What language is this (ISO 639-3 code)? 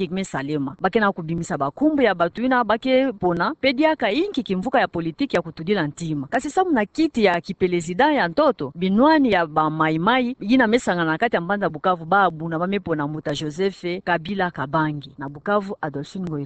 ktu